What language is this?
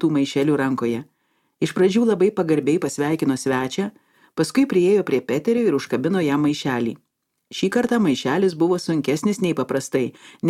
Lithuanian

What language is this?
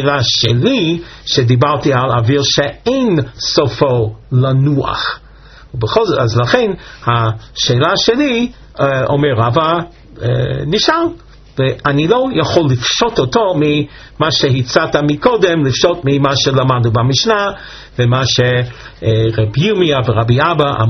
Hebrew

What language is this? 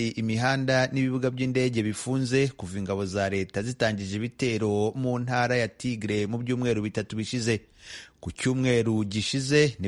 Kinyarwanda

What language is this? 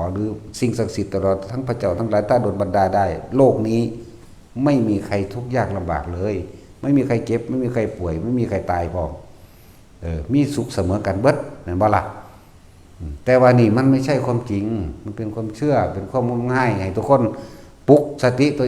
Northeastern Thai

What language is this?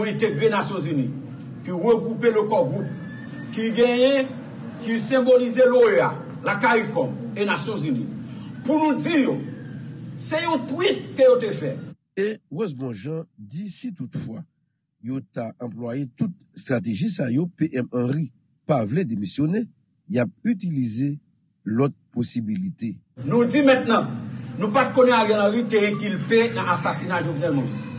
Haitian Creole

